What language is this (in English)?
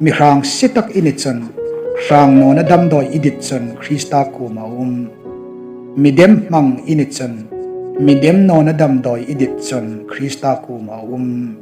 Hmar